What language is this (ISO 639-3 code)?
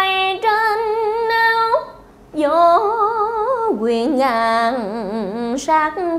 vie